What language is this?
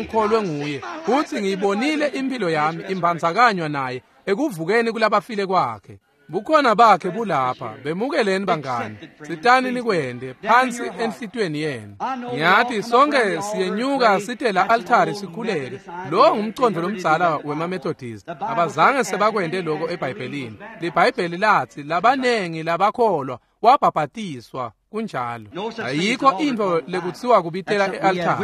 Swati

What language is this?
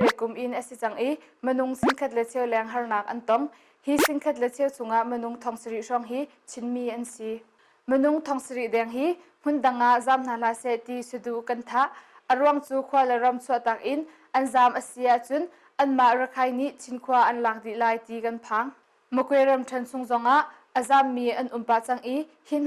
Hakha Chin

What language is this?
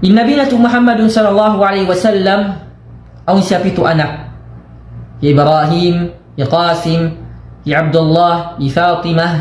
Tausug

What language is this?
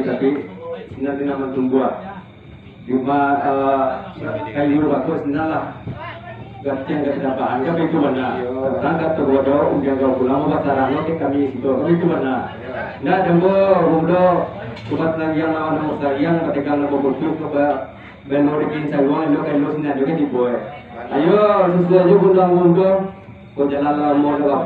Minangkabau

